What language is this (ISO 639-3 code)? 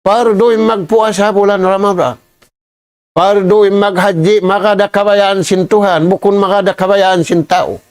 tsg